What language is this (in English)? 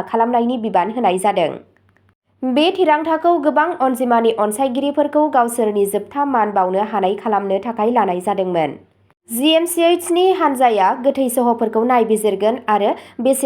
Bodo